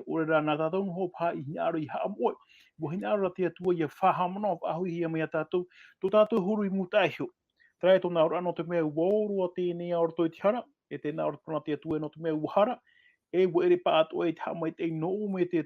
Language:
Tahitian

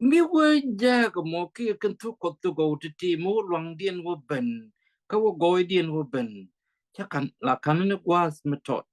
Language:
Nuer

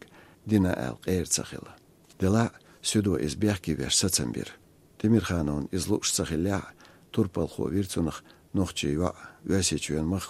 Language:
Chechen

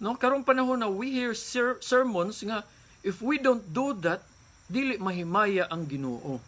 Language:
Cebuano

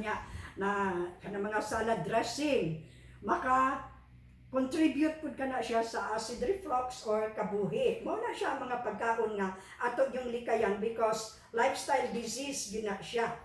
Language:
Cebuano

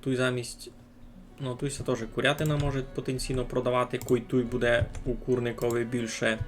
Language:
Rusyn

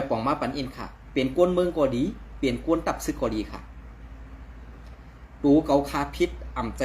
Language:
Shan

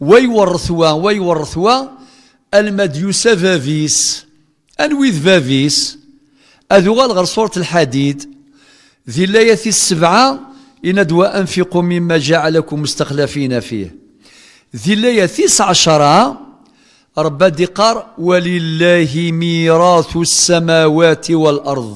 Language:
Kabyle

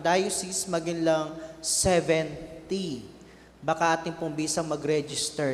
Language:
Pampanga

